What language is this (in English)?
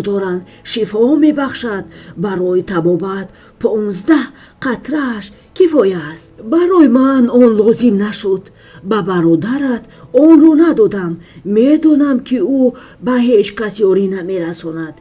Tajik